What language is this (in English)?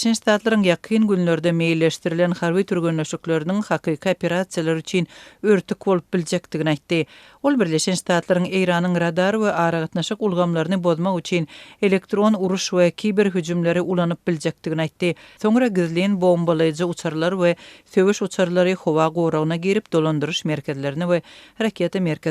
Turkmen